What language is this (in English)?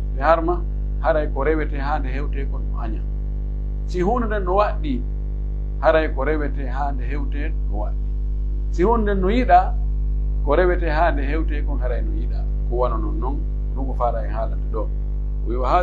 Pular